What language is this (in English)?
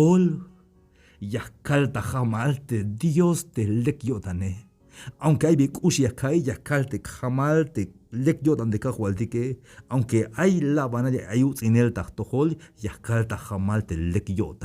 Tzeltal